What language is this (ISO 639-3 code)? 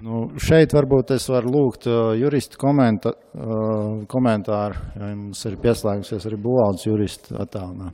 lav